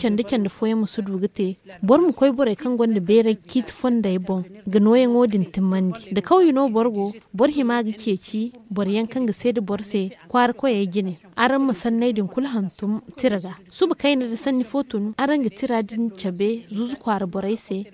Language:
Zarma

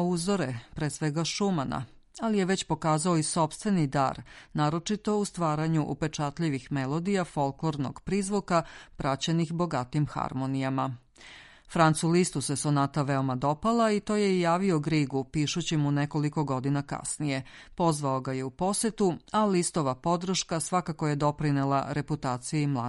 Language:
Serbian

